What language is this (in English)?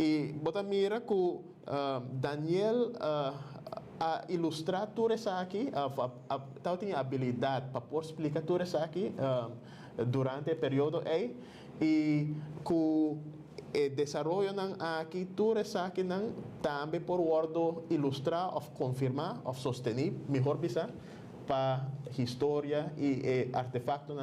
Papiamento